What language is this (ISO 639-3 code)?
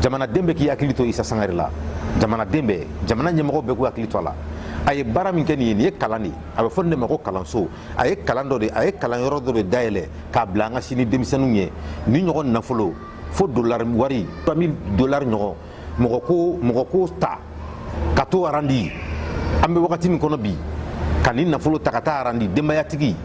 bam